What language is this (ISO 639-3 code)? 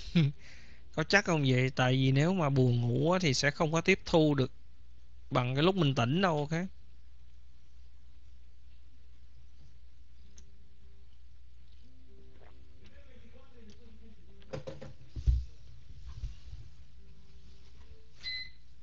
vie